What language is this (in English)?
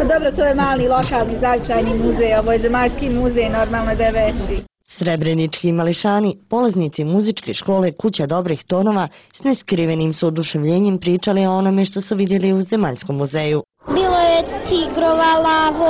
Bosnian